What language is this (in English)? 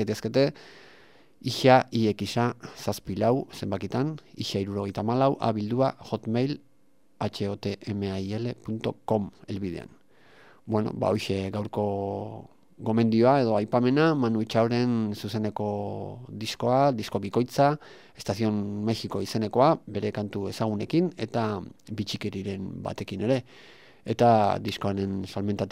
Basque